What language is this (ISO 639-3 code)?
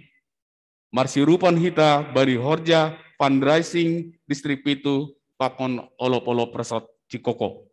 bts